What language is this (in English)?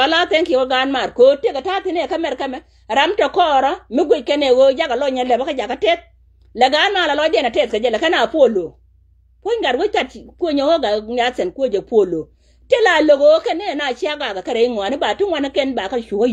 Nuer